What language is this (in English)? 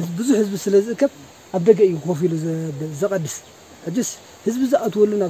Tigrinya